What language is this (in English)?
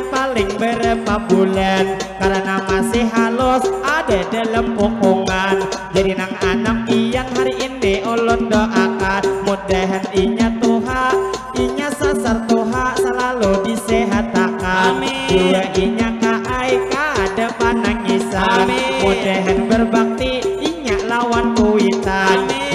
Banjar